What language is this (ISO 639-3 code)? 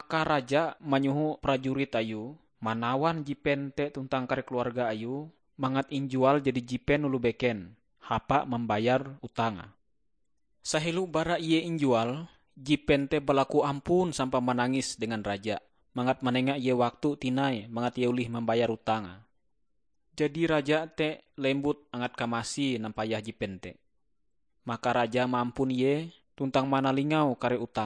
nij